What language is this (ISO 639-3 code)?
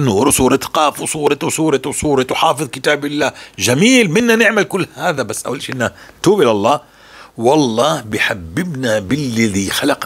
apc